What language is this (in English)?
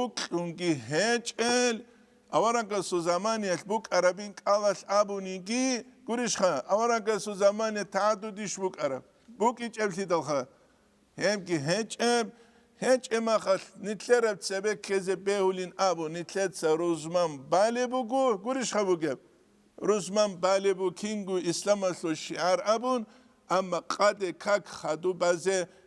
Avaric